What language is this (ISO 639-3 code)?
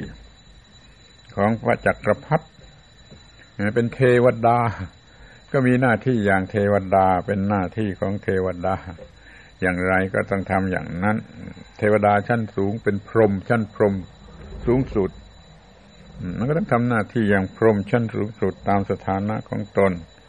tha